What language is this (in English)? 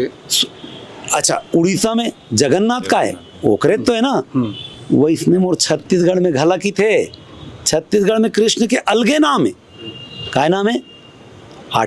Chhattisgarhi